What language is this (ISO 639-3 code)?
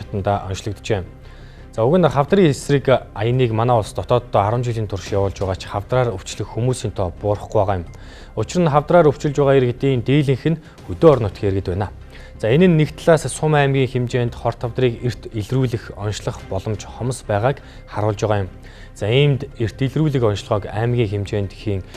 mon